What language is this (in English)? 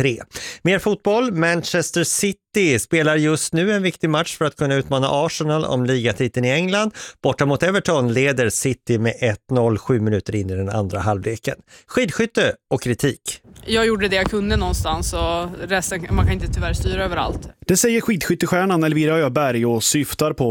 Swedish